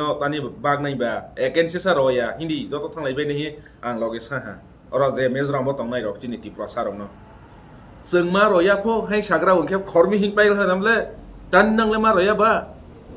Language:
Kok Borok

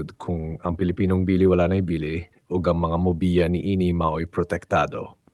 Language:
Cebuano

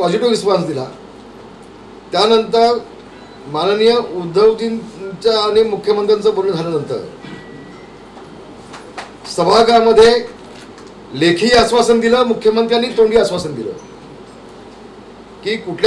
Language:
Marathi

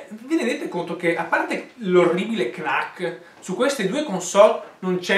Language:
Italian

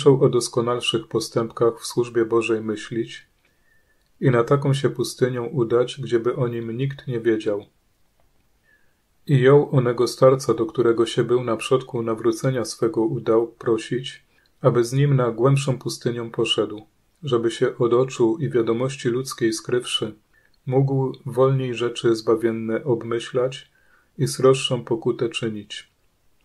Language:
Polish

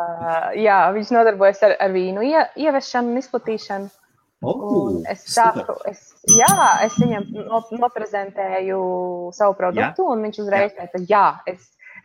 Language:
Latvian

